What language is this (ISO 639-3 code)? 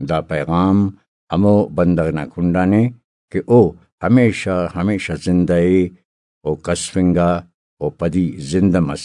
brh